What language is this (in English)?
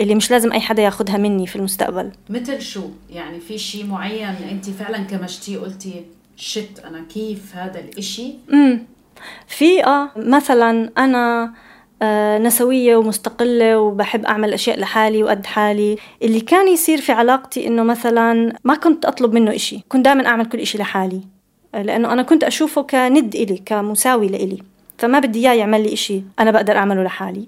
North Levantine Arabic